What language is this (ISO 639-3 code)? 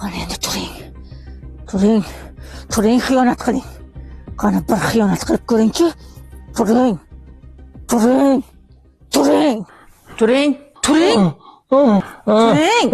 uzb